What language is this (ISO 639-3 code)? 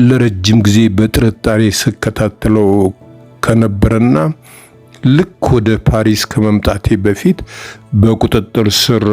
amh